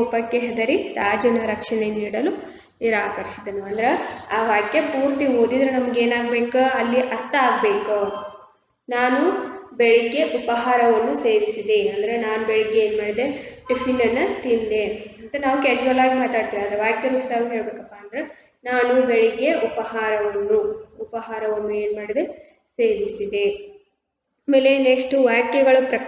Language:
Kannada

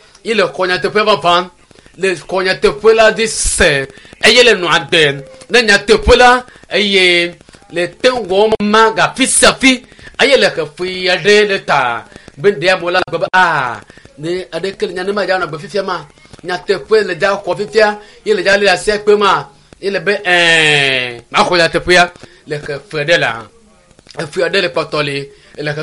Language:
Ewe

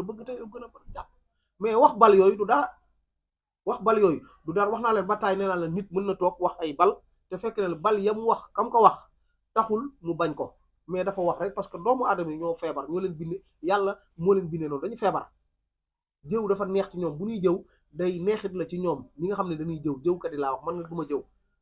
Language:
Wolof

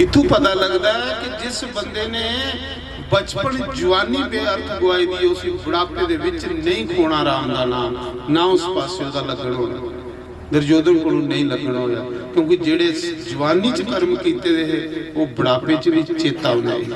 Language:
Dogri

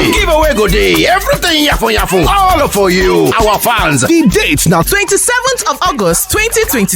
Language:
Nigerian Pidgin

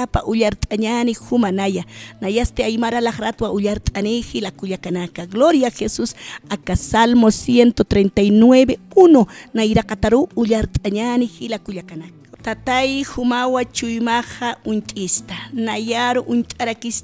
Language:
Aymara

